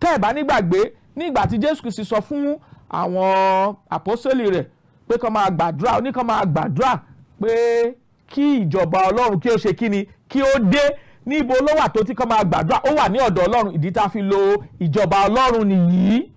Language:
Yoruba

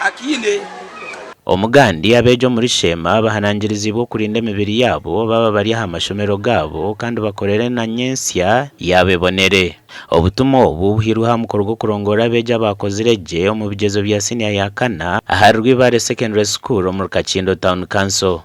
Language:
Nyankole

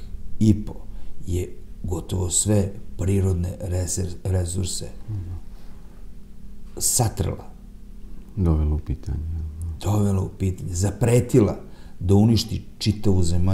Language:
Serbian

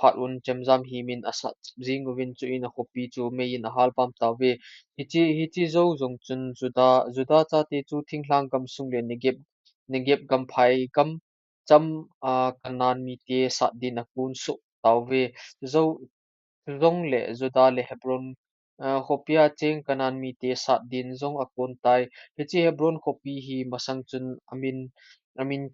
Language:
Thado Chin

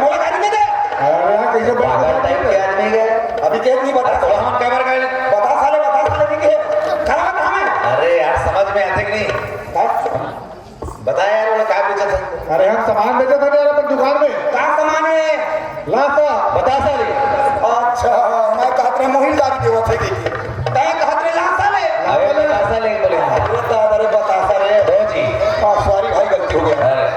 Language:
Chhattisgarhi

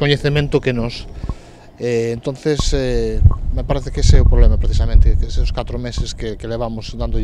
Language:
Galician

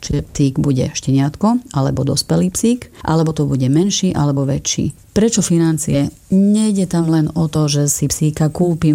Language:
Slovak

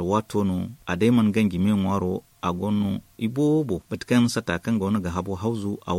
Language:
Zarma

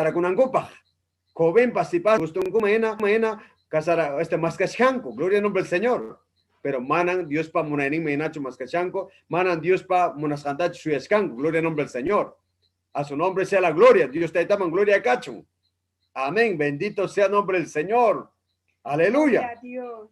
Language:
Ayacucho Quechua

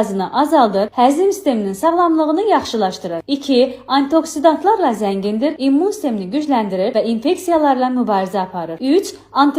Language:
Azerbaijani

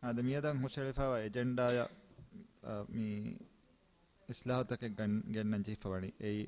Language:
Divehi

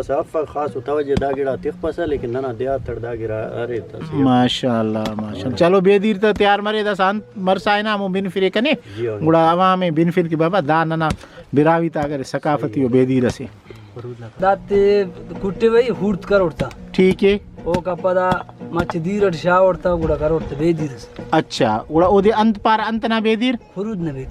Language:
Brahui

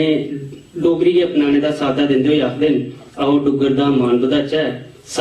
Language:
Dogri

